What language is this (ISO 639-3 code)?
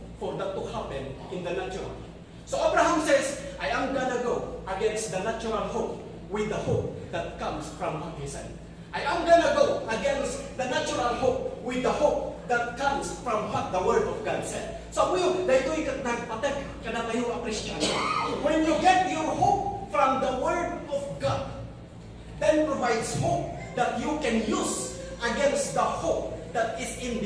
ilo